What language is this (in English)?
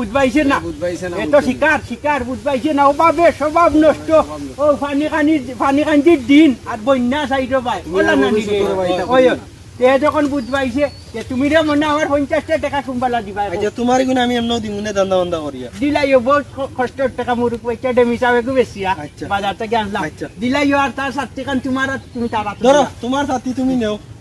Sylheti